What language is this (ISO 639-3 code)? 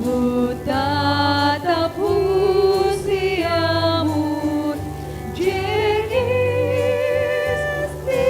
bts